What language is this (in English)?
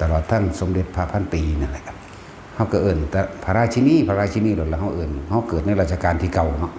Northeastern Thai